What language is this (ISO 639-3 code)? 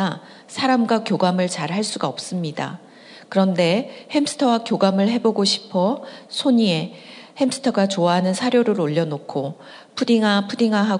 kor